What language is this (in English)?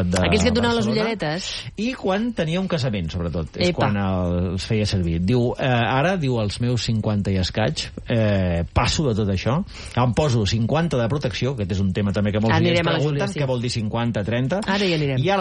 Catalan